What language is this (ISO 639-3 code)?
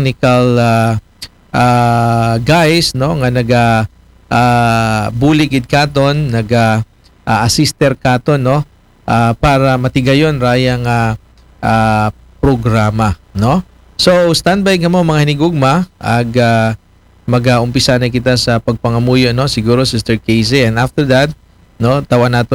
akl